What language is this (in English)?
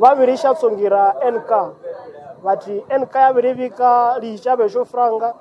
Nande